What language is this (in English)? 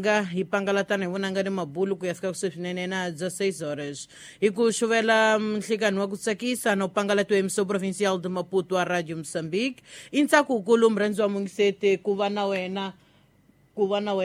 Tsonga